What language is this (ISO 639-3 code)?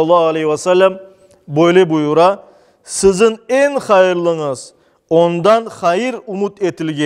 crh